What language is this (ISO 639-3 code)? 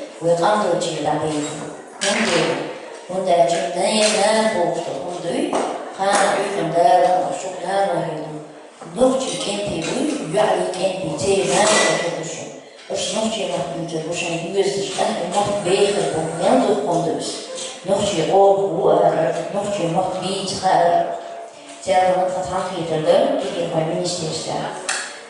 che